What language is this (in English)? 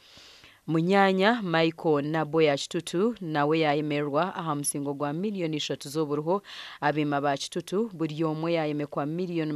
Nyankole